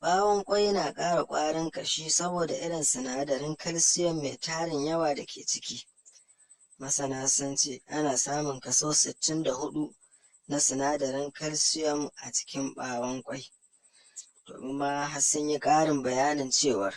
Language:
Hausa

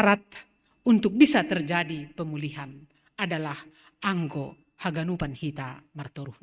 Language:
Batak Simalungun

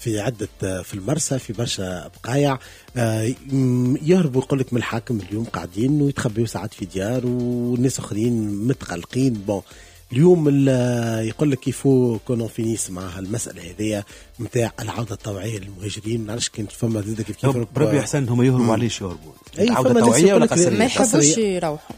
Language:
Tunisian Arabic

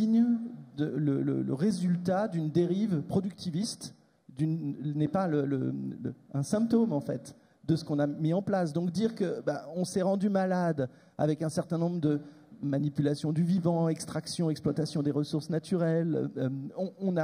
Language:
French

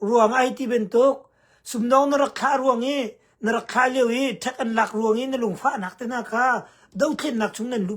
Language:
Hakha Chin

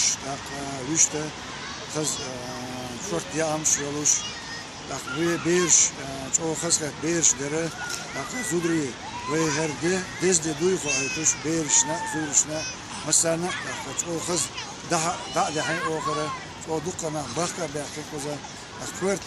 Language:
Chechen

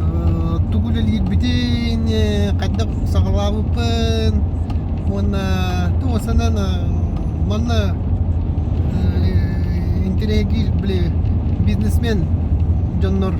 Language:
Yakut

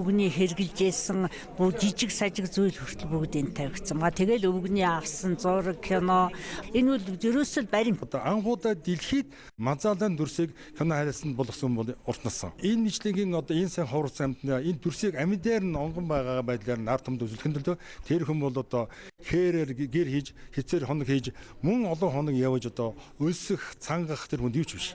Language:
Mongolian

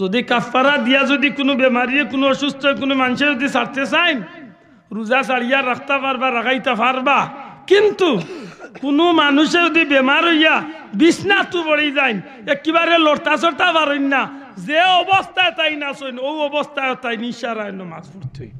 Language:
Sylheti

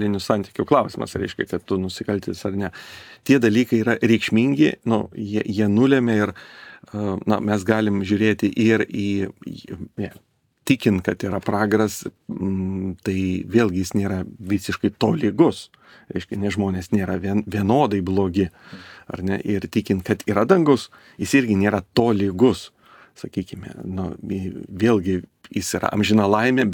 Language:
Lithuanian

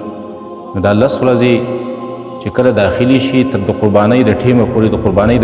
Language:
Pashto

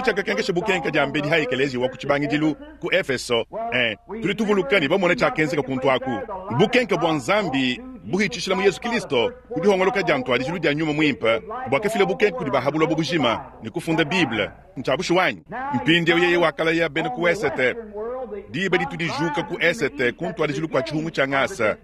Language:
Luba-Lulua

